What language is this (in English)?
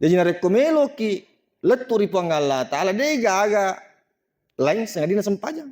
Buginese